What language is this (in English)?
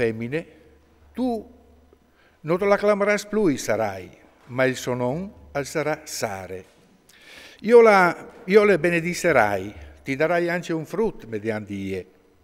Friulian